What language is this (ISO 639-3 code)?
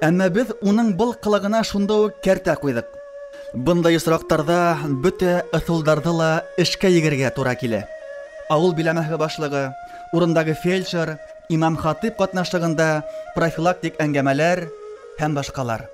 bak